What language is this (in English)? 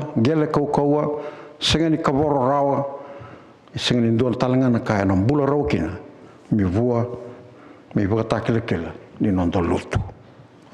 Fijian